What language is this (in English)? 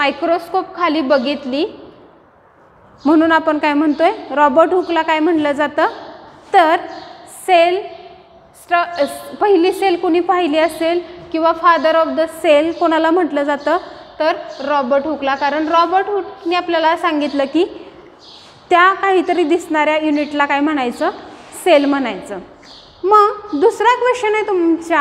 Marathi